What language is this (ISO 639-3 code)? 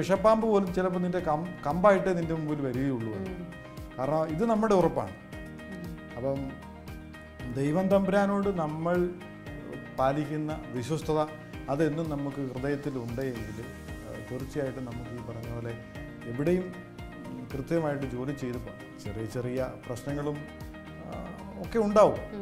mal